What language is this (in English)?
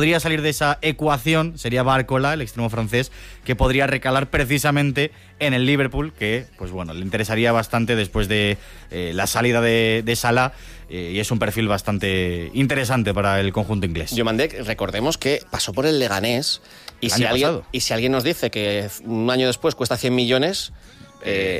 Spanish